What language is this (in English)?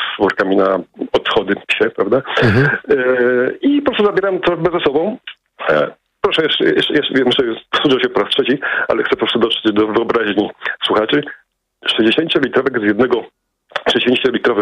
Polish